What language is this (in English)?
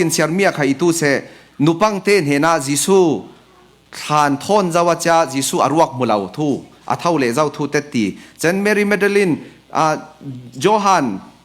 Falam Chin